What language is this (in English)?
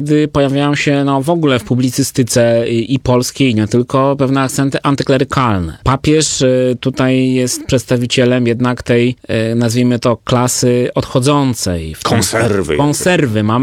Polish